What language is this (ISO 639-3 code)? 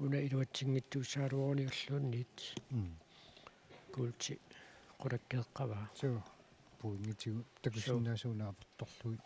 kal